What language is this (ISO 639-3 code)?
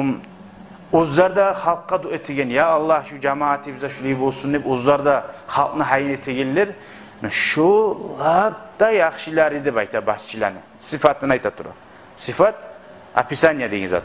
kum